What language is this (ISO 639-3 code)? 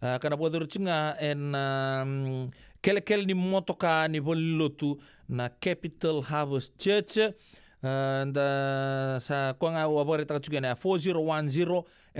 fij